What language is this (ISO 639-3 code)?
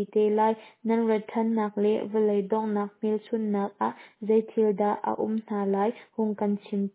cnh